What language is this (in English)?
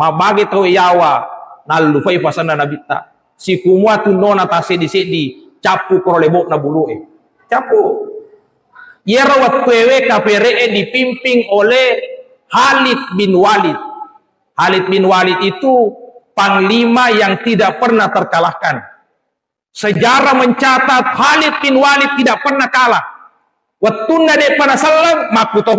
Buginese